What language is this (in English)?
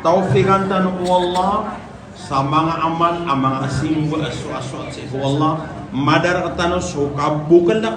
Maranao